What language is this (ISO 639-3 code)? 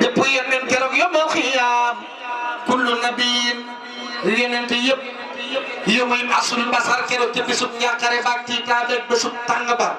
wol